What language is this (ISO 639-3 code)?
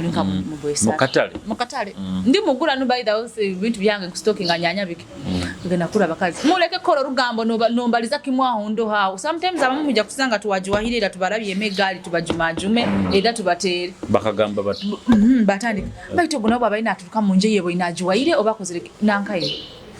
nyo